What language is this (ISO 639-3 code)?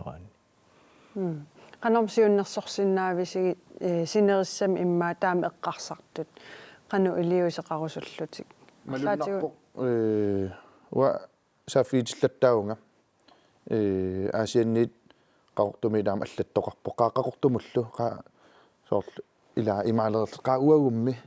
kal